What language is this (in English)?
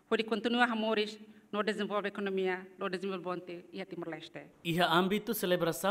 Tetum